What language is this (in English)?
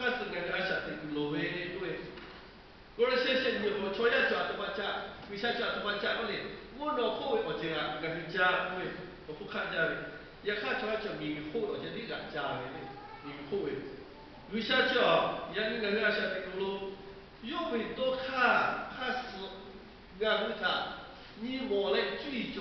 Lahu